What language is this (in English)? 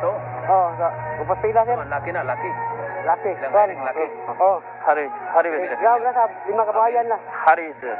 Cebuano